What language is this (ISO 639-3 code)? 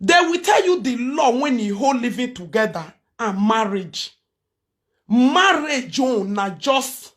pcm